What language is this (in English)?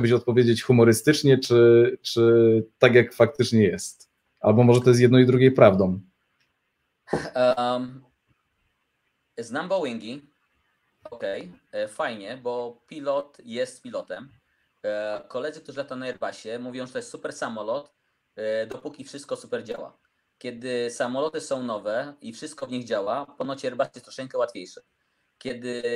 Polish